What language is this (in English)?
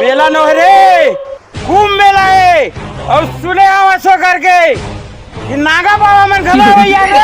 Chhattisgarhi